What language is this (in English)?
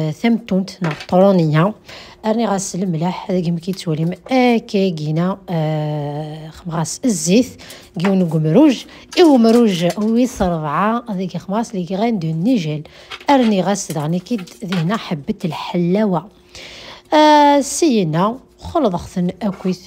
Kabyle